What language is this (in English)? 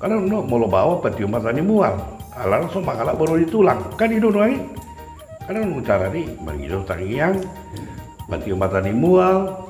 Batak Toba